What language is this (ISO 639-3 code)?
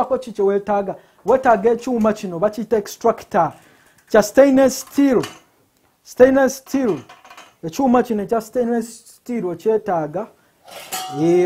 lug